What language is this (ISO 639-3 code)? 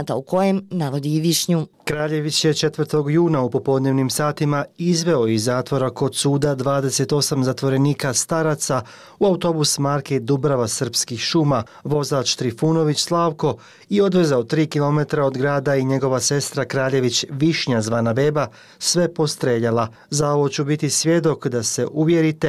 bos